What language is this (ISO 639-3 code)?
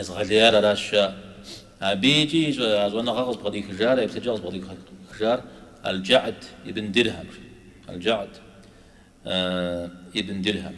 kbd